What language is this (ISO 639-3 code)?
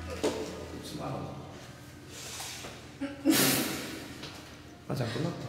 kor